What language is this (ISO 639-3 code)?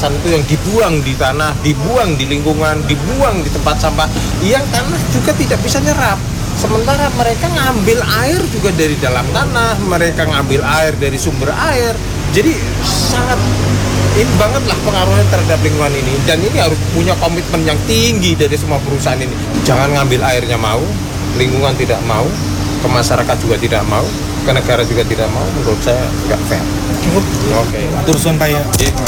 ind